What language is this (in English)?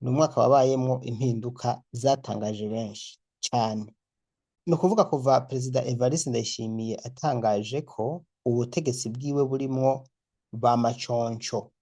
Rundi